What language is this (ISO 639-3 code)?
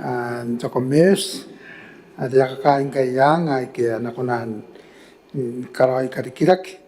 gil